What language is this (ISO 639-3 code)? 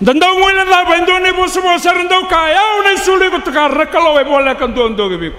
fij